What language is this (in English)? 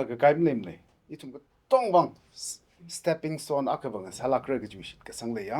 Tangkhul Naga (India)